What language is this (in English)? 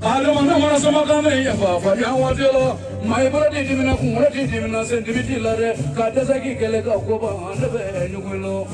Bambara